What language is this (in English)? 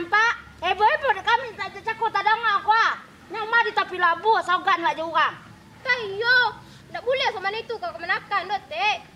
Minangkabau